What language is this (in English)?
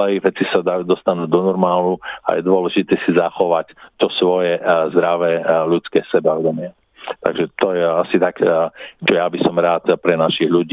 Slovak